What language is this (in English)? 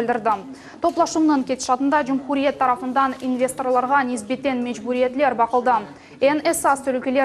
Crimean Tatar